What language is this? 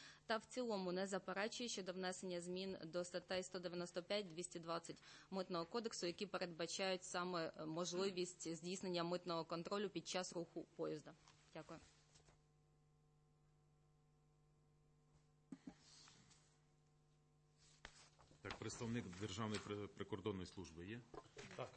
Ukrainian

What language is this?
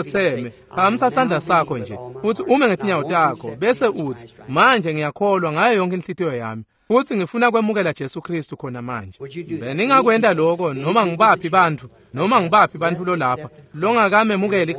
Swati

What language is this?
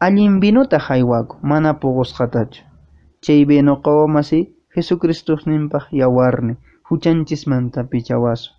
Quechua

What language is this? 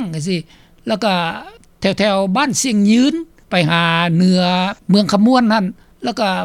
Lao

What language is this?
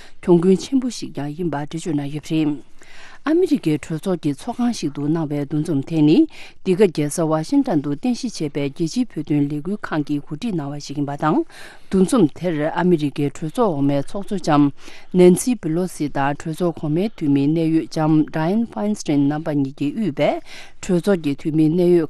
Tibetan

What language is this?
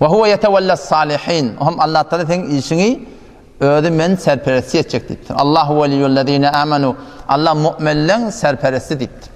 Turkmen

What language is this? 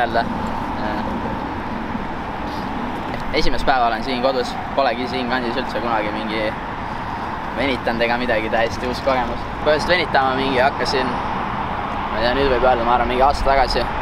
Estonian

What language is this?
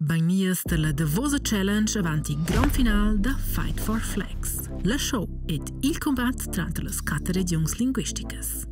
Romansh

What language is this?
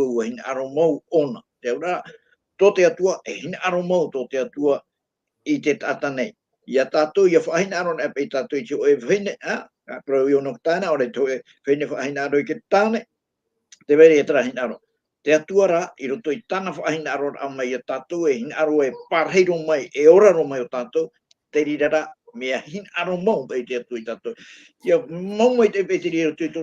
Tahitian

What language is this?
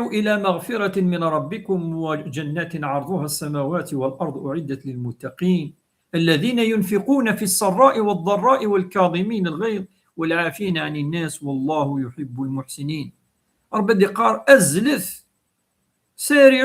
Kabyle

